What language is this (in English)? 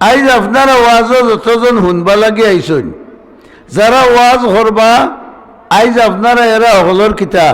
Sylheti